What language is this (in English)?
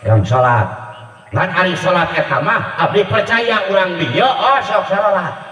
Sundanese